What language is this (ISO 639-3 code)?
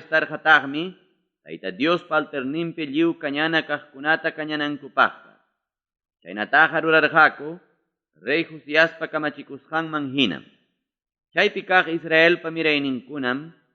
quy